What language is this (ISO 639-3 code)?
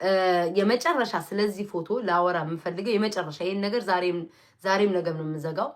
amh